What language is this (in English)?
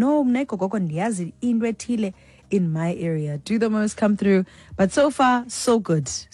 Xhosa